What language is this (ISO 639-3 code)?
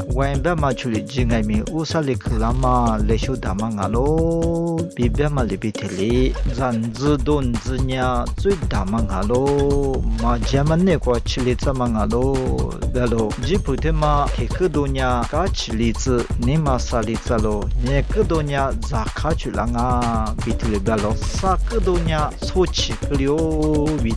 lis